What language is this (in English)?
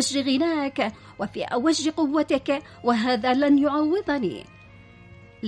Arabic